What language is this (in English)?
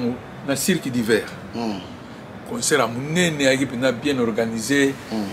Lingala